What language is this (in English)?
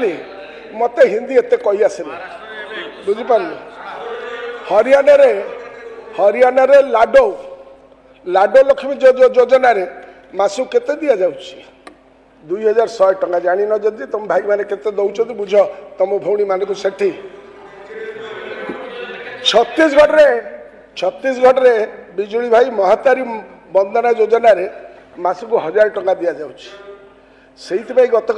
Odia